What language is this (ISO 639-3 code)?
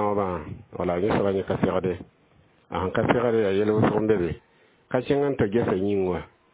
mos